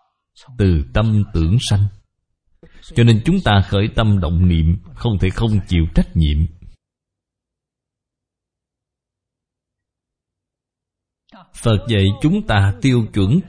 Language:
Vietnamese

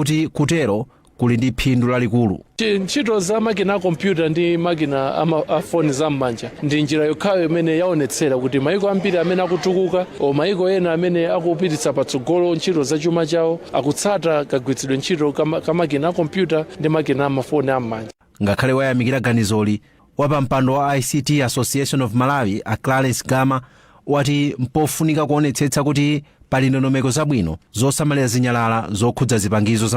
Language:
Nyanja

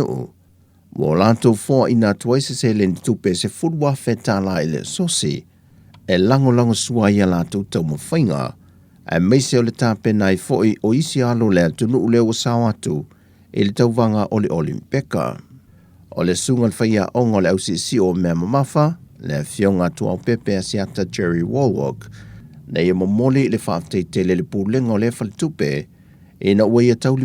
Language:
Samoan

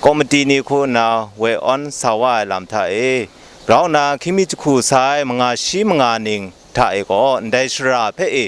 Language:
Kachin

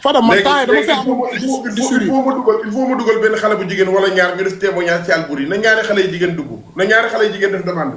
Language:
Wolof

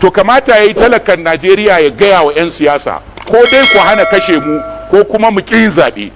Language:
Hausa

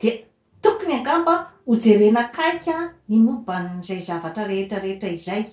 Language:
Malagasy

